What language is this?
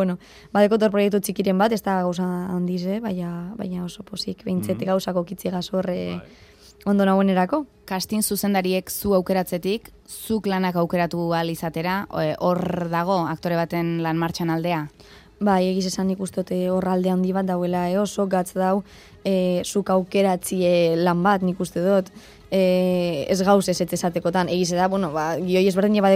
Basque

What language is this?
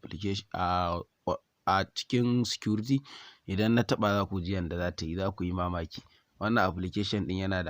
Hausa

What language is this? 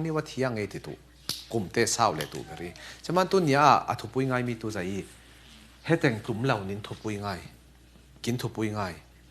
Falam Chin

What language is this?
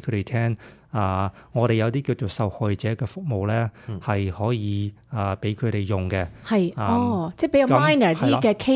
Cantonese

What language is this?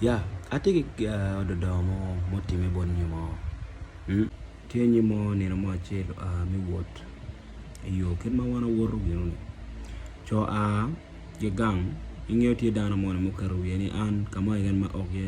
Acoli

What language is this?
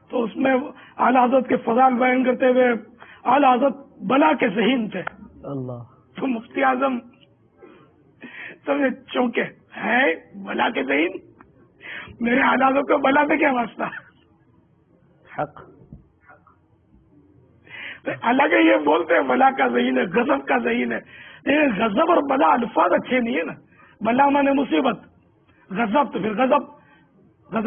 Urdu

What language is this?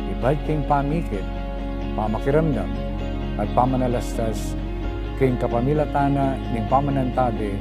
Pampanga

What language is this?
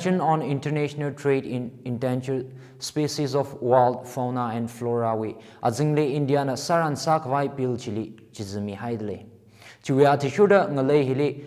Tangkhul Naga (India)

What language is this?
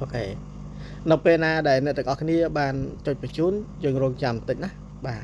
Khmer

